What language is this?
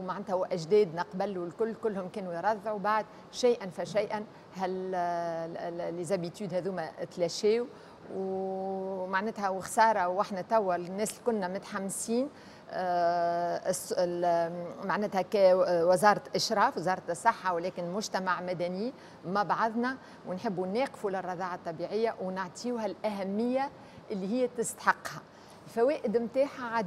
Tunisian Arabic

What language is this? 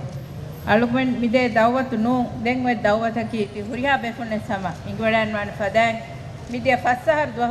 Divehi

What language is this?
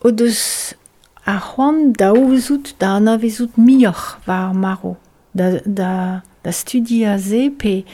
Breton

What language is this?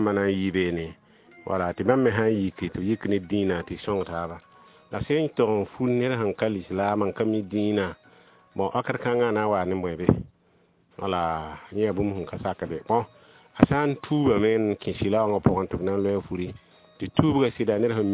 Mossi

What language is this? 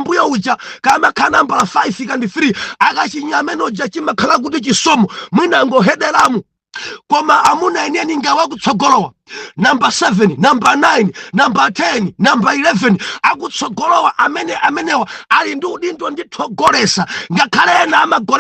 Nyanja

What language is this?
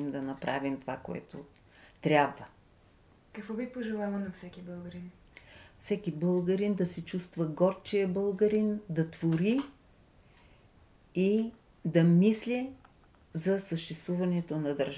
Bulgarian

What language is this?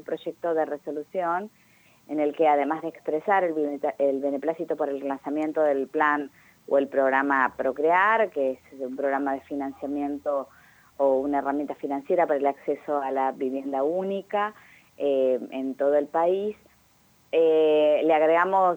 Spanish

